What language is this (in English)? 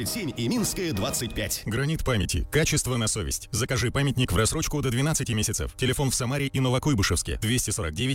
Russian